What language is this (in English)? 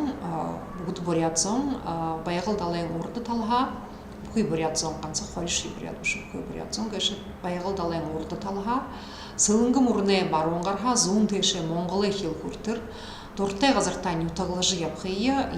Buriat